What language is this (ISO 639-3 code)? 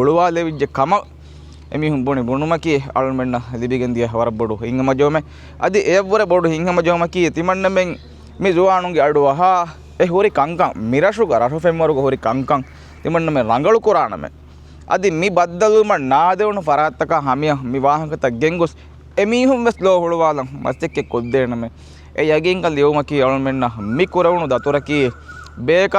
div